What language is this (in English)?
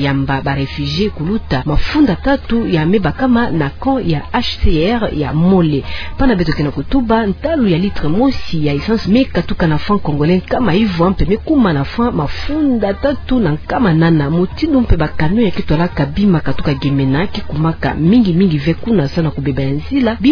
Kituba (Democratic Republic of Congo)